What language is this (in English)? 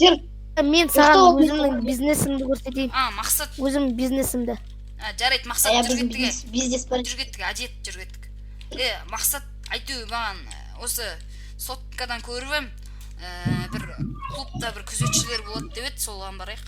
Kazakh